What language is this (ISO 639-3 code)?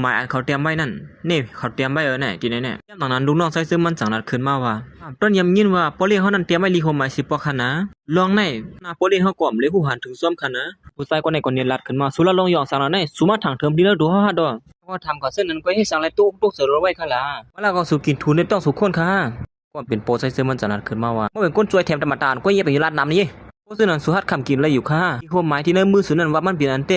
shn